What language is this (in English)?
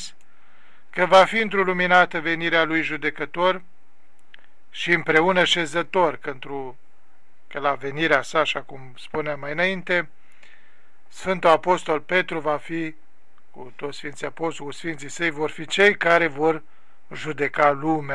Romanian